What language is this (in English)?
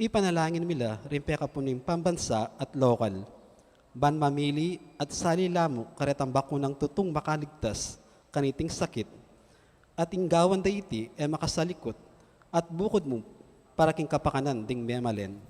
Pampanga